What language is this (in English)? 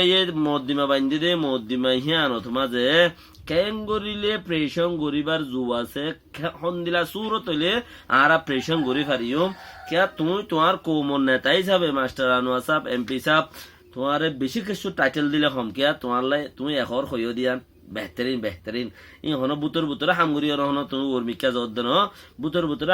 Rohingya